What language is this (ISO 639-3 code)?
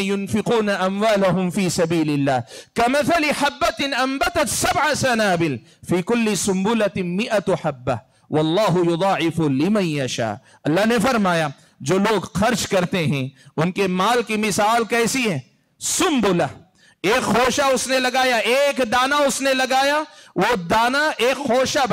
urd